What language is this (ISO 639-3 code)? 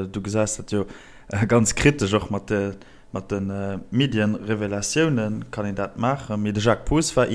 ltz